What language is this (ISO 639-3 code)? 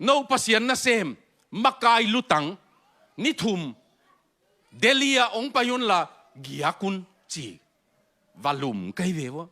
ctd